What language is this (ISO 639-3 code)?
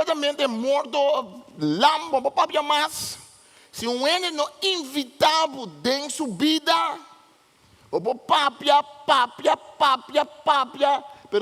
pap